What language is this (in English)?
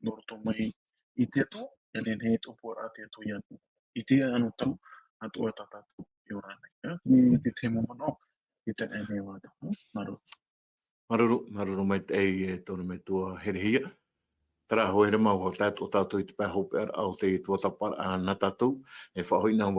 Tahitian